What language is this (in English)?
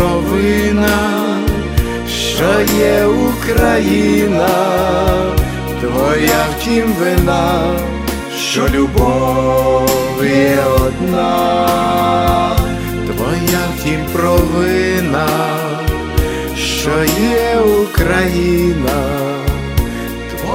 Ukrainian